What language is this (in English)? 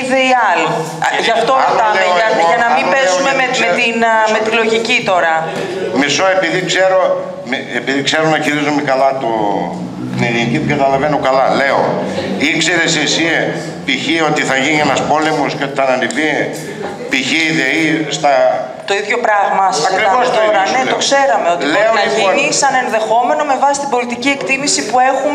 Greek